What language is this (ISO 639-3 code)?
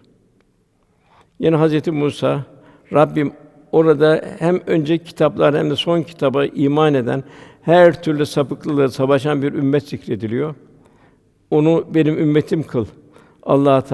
tur